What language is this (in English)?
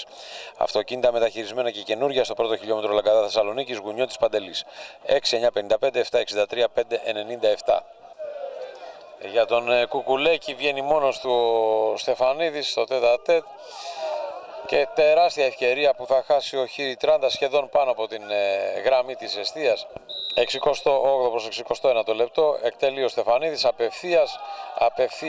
Greek